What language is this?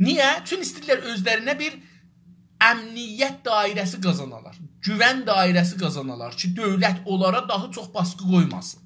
South Azerbaijani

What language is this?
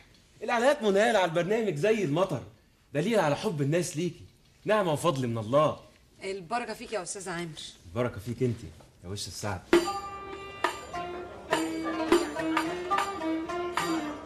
Egyptian Arabic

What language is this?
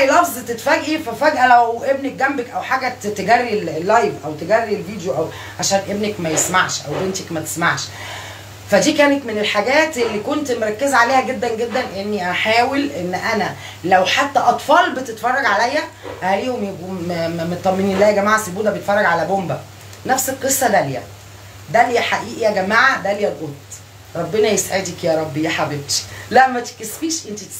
Egyptian Arabic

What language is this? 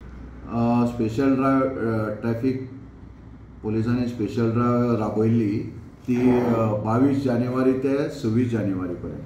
Konkani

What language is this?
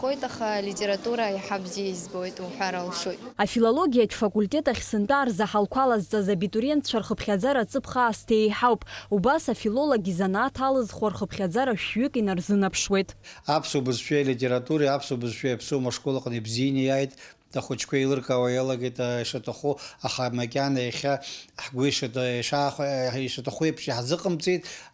Abkhazian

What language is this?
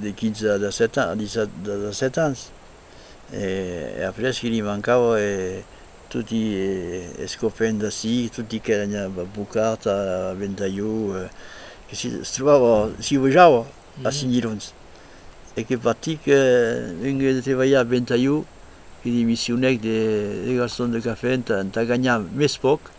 Occitan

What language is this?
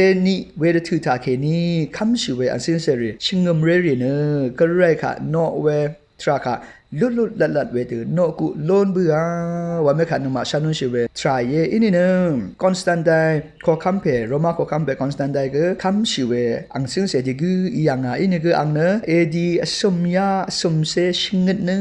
Rawang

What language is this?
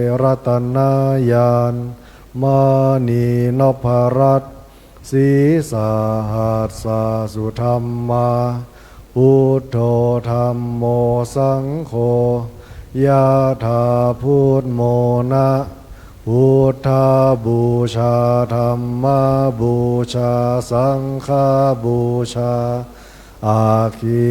Pali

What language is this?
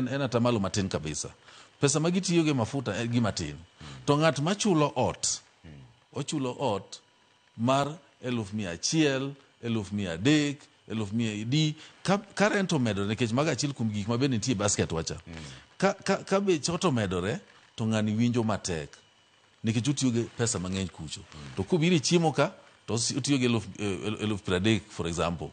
Luo (Kenya and Tanzania)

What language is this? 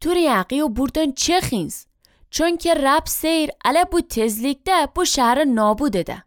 Azerbaijani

